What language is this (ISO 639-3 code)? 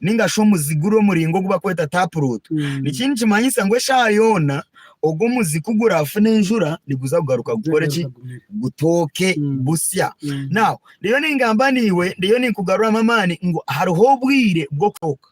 nyn